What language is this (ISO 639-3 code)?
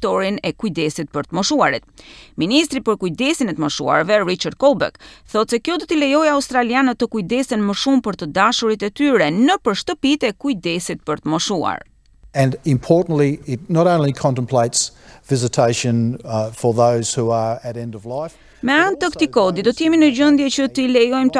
sqi